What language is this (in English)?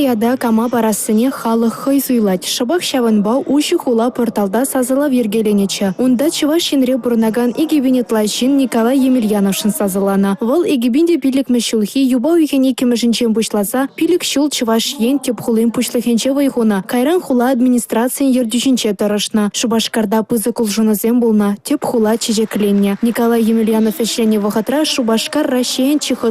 Chuvash